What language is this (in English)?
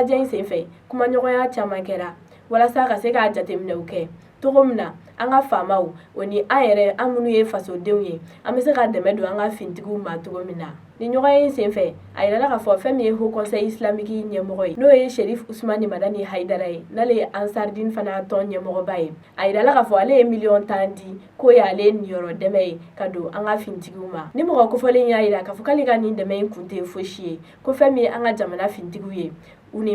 Bambara